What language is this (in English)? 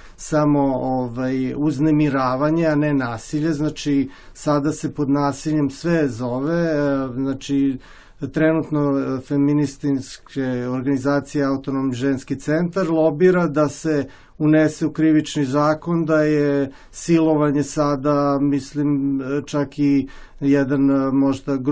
Serbian